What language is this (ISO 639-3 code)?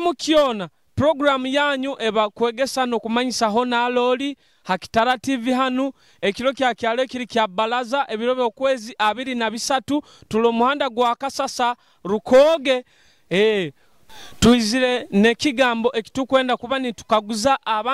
nyo